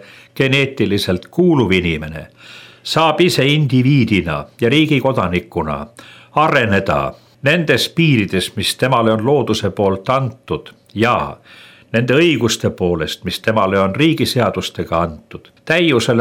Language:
Estonian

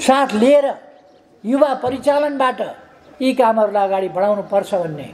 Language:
Nepali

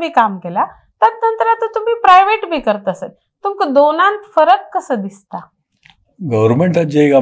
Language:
Konkani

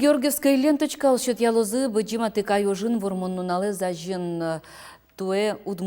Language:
Udmurt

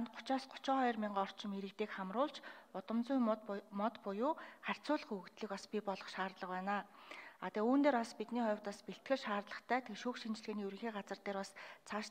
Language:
Mongolian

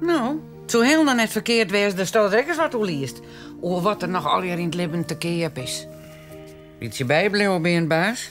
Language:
Western Frisian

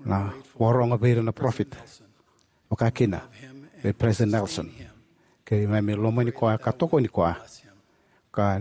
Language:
Fijian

